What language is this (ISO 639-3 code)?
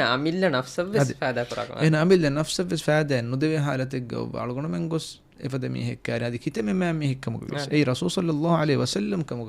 div